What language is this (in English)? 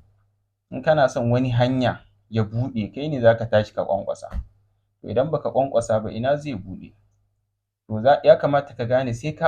Hausa